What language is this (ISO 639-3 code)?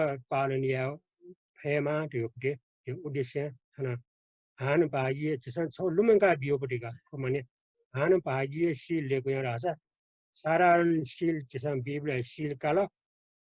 new